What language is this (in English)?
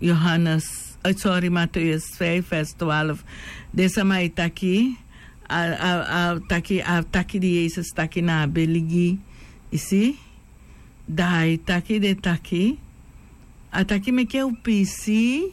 Sranan Tongo